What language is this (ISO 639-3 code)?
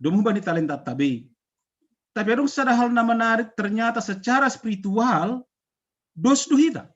bts